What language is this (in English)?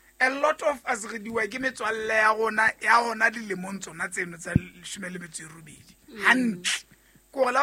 Southern Sotho